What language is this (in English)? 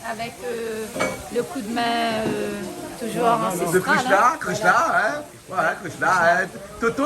Réunion Creole French